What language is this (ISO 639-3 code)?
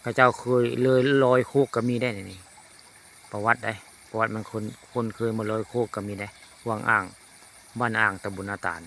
tts